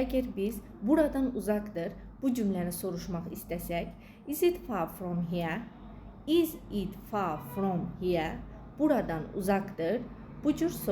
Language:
Azerbaijani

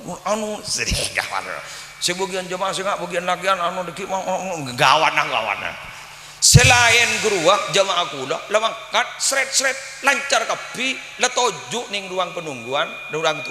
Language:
Madurese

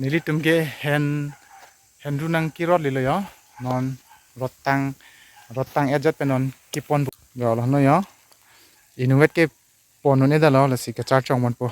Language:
Karbi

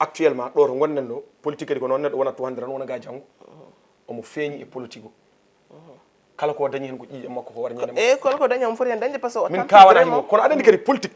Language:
Fula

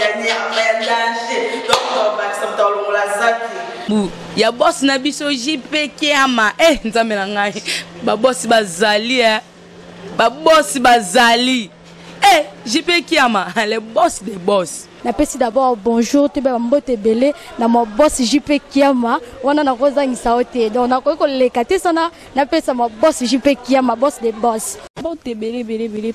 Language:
Lingala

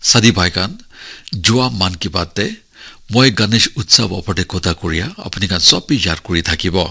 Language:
Naga Pidgin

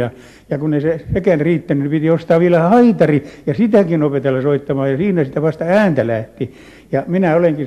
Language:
Finnish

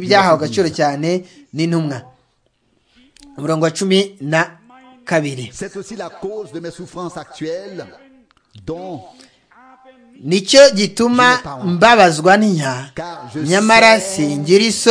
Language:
Kinyarwanda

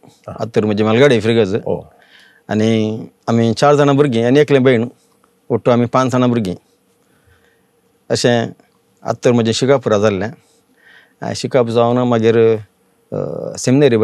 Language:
Konkani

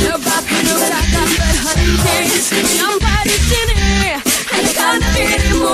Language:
Banjar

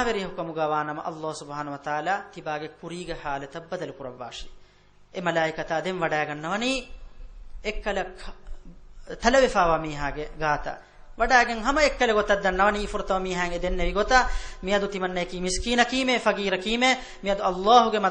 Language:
Divehi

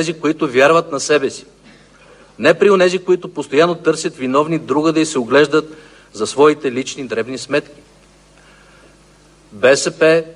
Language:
Bulgarian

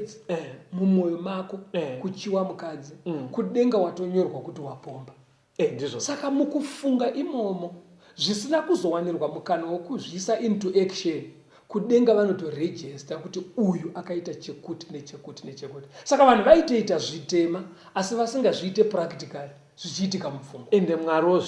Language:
Shona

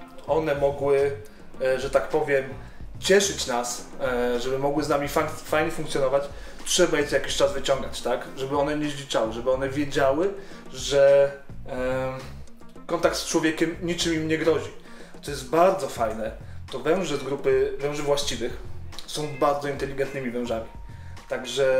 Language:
Polish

